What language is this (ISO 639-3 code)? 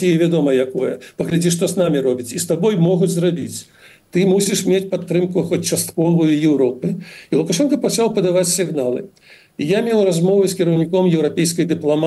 bel